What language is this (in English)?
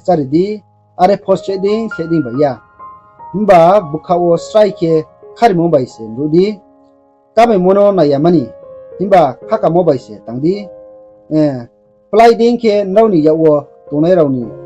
Riang (India)